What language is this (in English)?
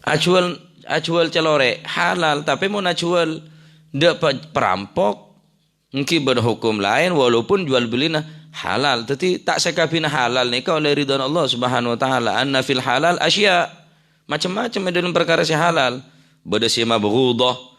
Madurese